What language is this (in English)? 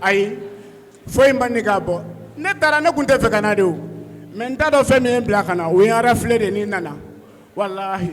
Bambara